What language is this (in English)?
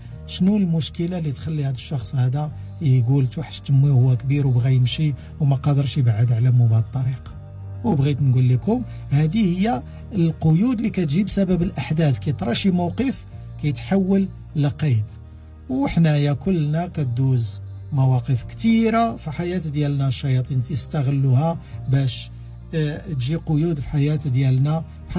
Moroccan Arabic